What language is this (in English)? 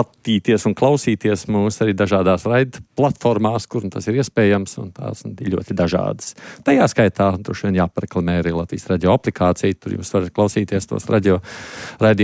Latvian